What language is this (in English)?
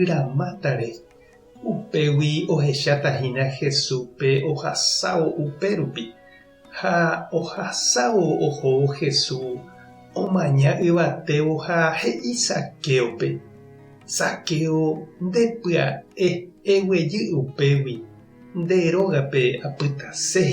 Guarani